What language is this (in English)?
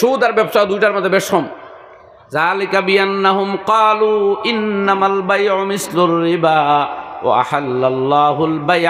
Sylheti